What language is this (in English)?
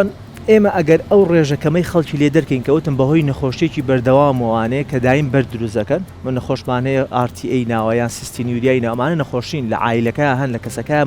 Central Kurdish